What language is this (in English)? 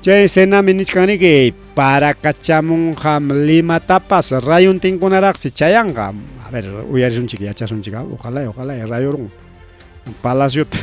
Ayacucho Quechua